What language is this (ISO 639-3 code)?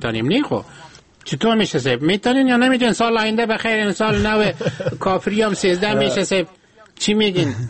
fas